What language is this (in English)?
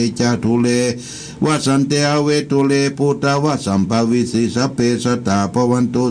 Pali